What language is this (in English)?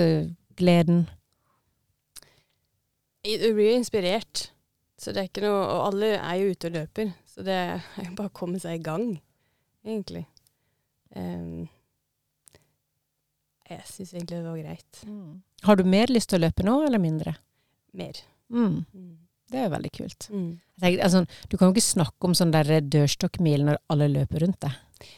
Norwegian